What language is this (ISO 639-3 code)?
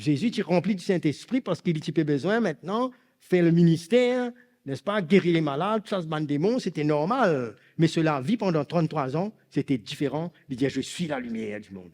mfe